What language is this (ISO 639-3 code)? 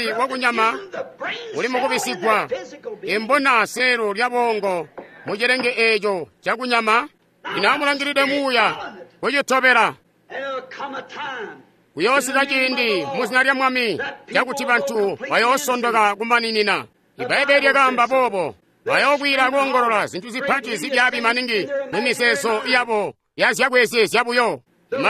toi